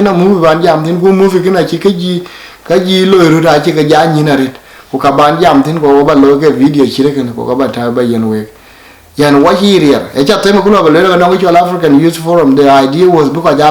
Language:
Dinka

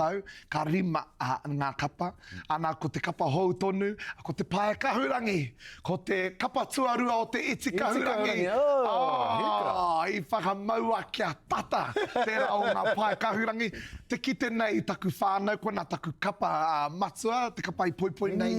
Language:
Māori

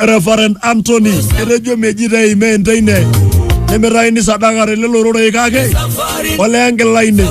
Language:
Masai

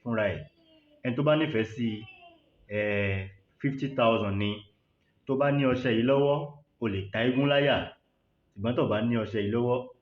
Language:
Yoruba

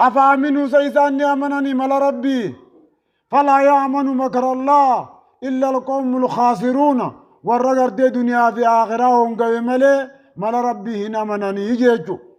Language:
Oromo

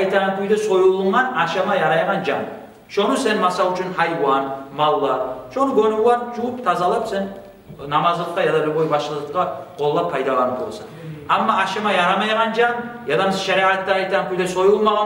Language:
Kumyk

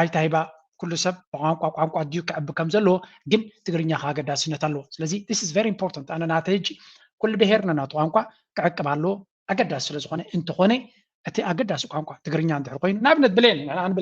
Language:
Tigrinya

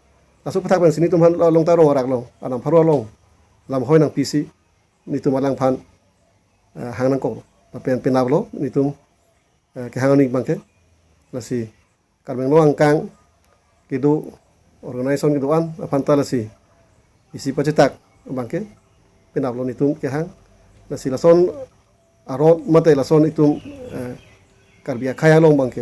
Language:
Karbi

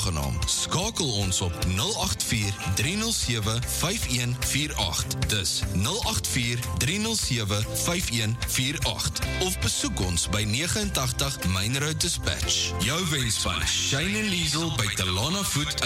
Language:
Afrikaans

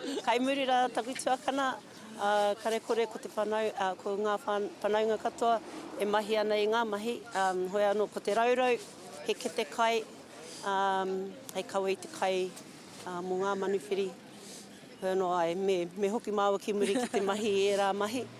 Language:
Māori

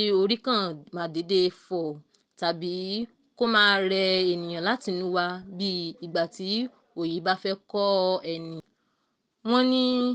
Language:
Yoruba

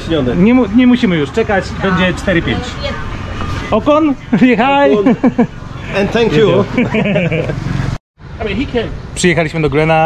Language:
Polish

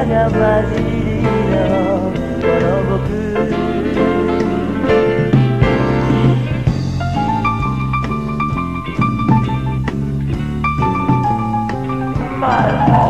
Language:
Japanese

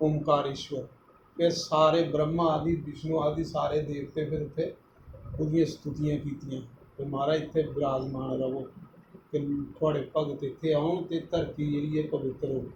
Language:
Dogri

